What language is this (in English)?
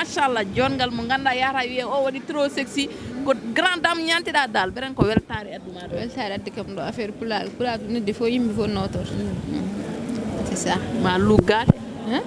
Fula